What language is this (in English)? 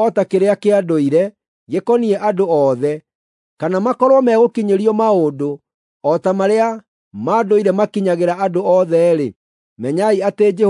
Kikuyu